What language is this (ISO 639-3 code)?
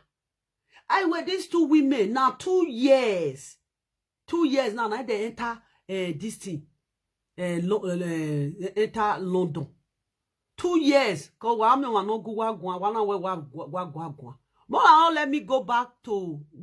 pcm